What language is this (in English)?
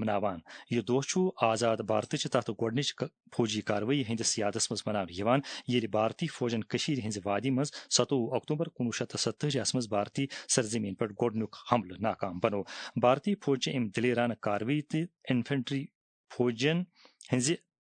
Kashmiri